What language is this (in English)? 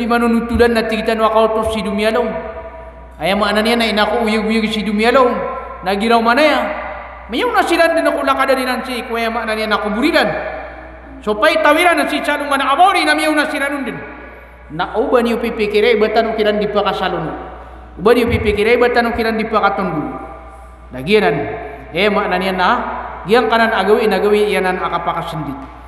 Maranao